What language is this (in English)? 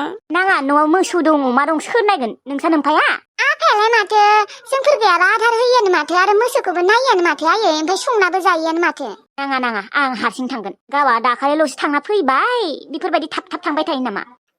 Bodo